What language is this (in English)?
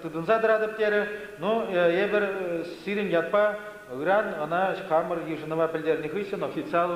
Chuvash